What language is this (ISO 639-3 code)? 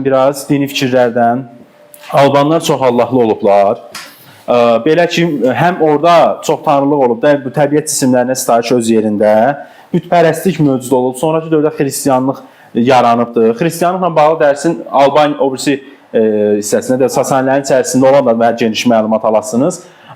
aze